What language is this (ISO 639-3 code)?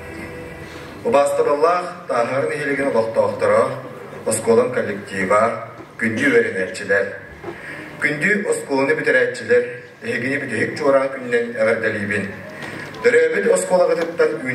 sah